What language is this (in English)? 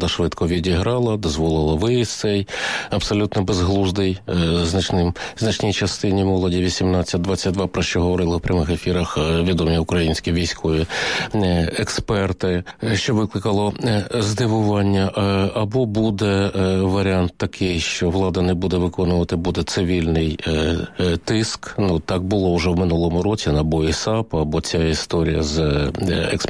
Ukrainian